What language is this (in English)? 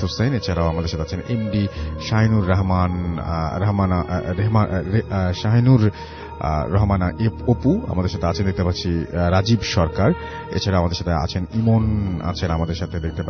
Bangla